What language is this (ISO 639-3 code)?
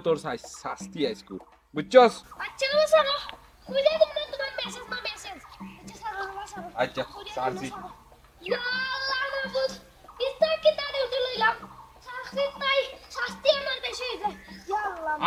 syl